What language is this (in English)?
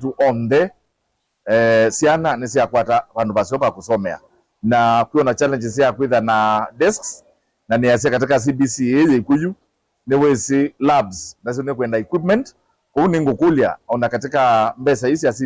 Kamba